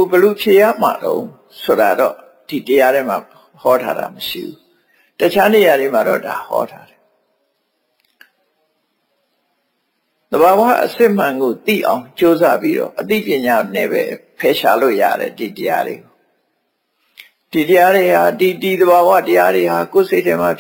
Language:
Burmese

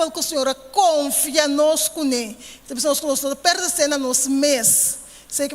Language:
Papiamento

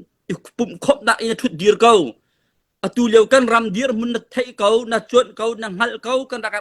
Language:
Hakha Chin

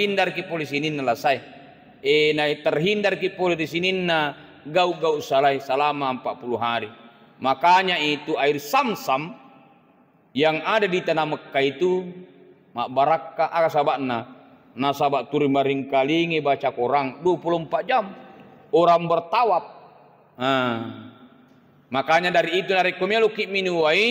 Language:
Buginese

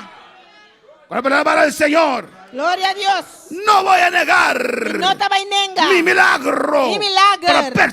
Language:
Papiamento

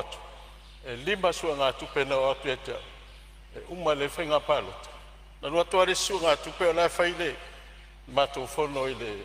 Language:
Samoan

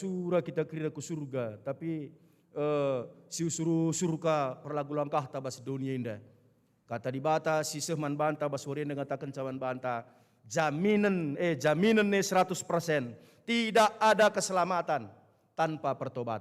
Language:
Batak Karo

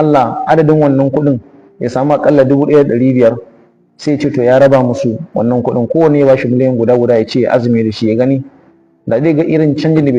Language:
Hausa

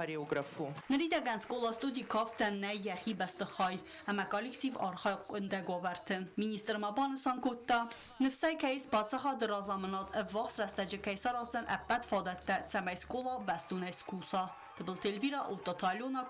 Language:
Ossetic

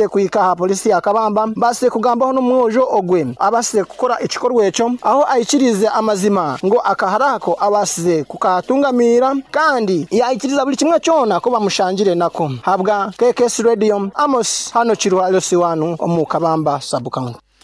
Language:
Nyoro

